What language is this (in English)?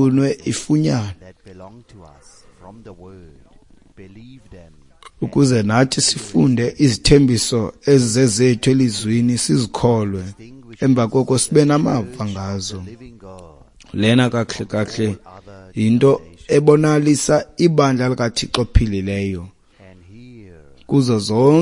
Xhosa